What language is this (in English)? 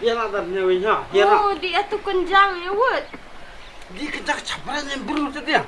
Khasi